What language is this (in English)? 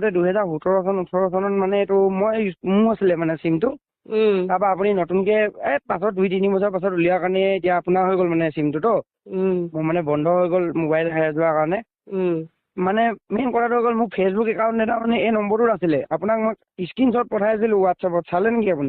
Assamese